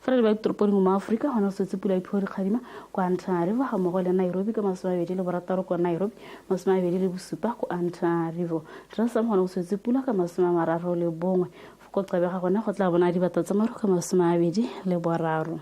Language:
Tswana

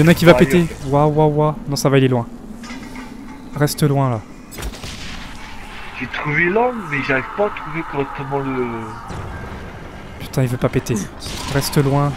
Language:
French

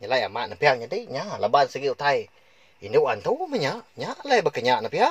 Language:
Iban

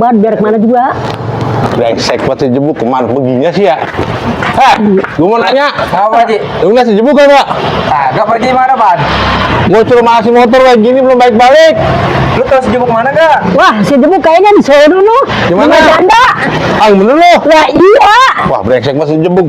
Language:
Betawi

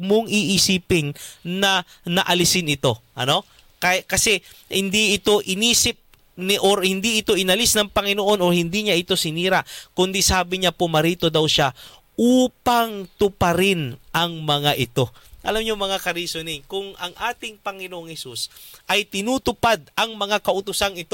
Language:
Filipino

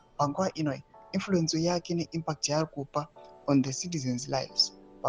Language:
Shona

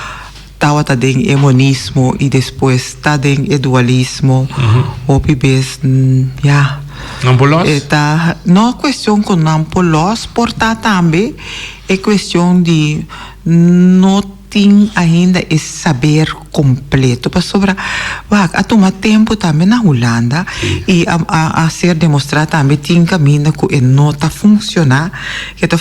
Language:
Papiamento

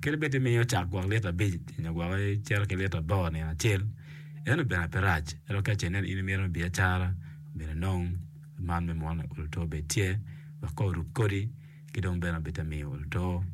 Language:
Acoli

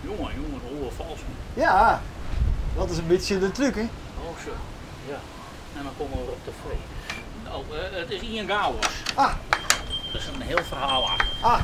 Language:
Western Frisian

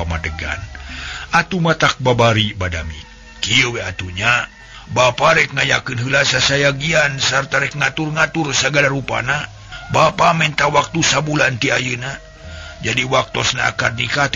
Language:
Sundanese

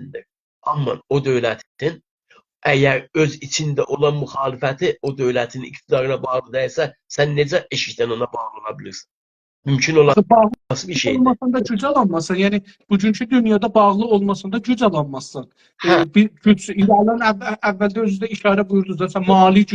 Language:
South Azerbaijani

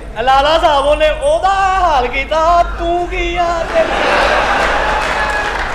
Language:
Punjabi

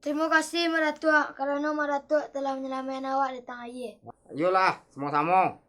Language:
Minangkabau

